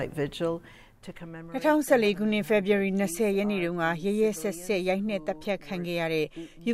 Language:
Burmese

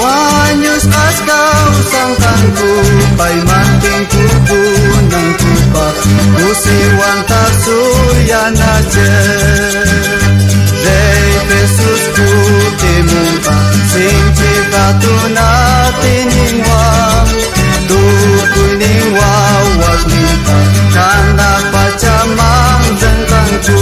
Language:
South Bolivian Quechua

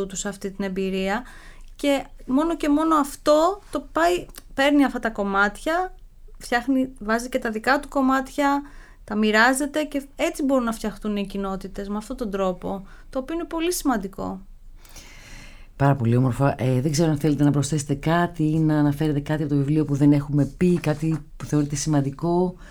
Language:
Greek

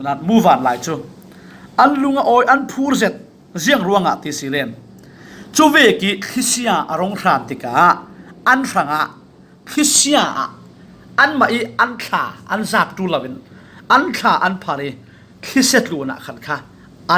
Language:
Falam Chin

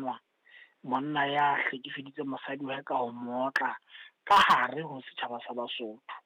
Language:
Southern Sotho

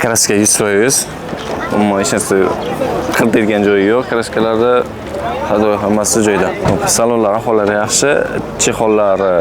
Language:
Uzbek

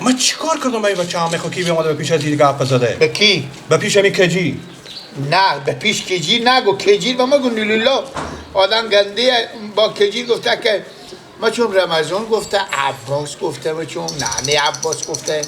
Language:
Persian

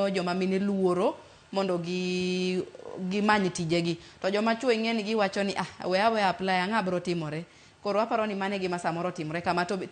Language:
Luo (Kenya and Tanzania)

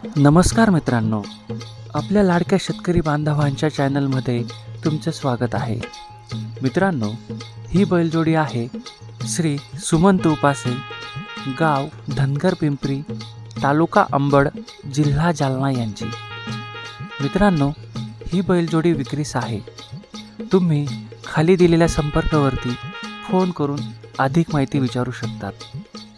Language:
Marathi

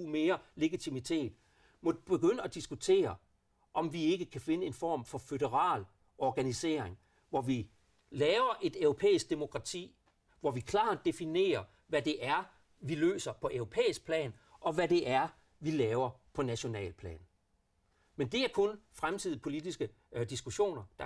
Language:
Danish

